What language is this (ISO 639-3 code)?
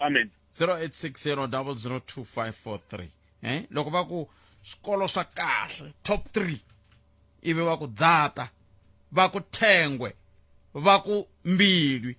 tso